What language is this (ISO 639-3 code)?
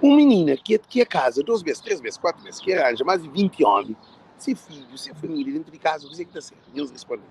kea